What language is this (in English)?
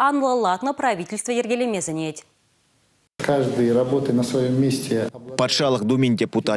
Chuvash